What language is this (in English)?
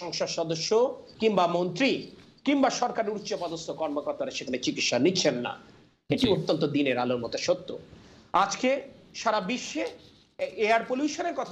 Bangla